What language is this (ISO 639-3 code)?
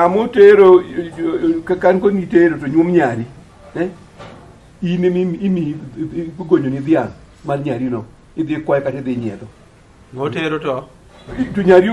luo